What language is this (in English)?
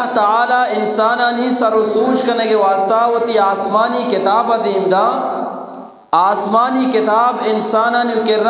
Eastern Balochi